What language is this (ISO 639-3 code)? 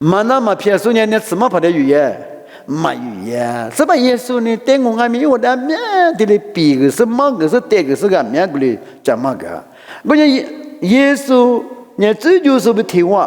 lis